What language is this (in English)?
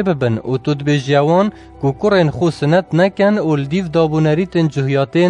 Kurdish